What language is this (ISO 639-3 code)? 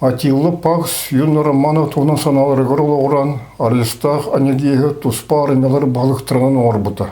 sah